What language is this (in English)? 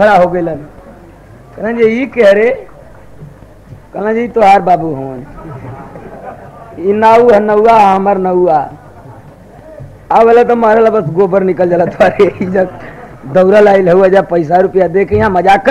Bhojpuri